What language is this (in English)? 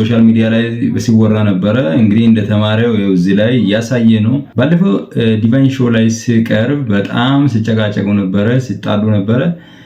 Amharic